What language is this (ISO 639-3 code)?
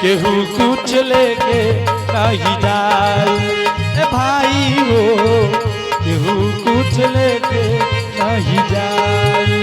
anp